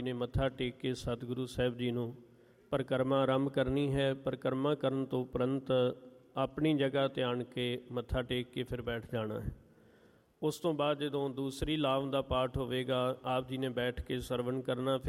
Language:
Punjabi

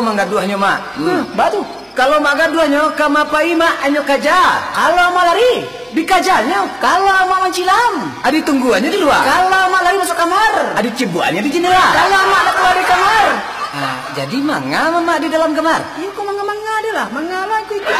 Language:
Minangkabau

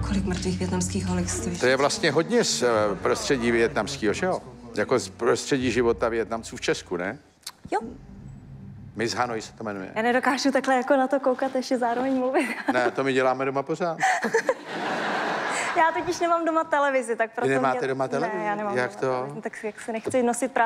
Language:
Czech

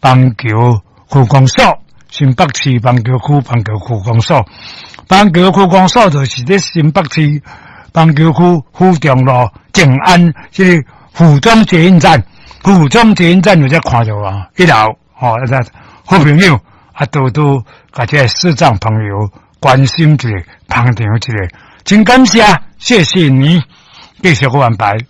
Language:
Min Nan Chinese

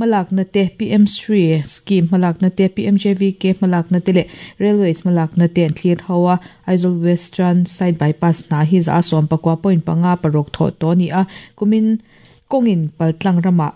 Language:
Mizo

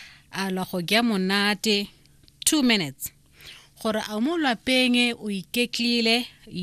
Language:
Tswana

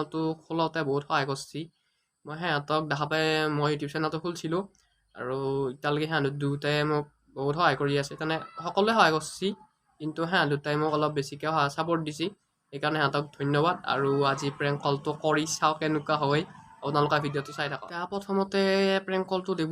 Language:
Assamese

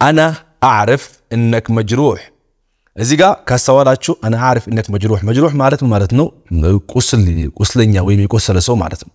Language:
Amharic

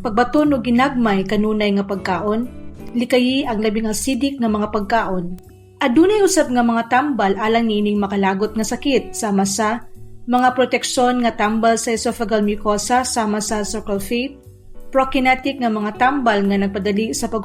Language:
Cebuano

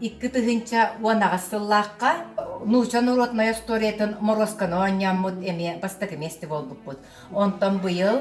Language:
Yakut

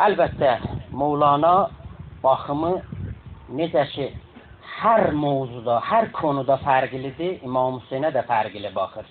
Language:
South Azerbaijani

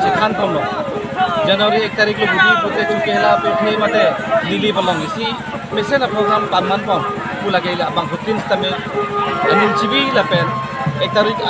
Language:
Karbi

